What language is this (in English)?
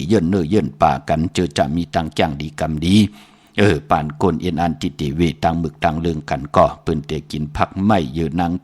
Shan